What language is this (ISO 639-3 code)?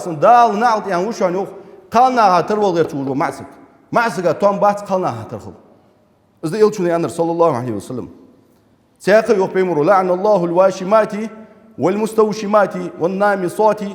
inh